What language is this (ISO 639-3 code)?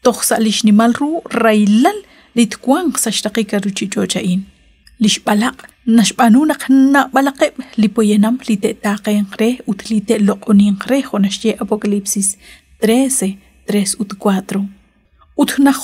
kek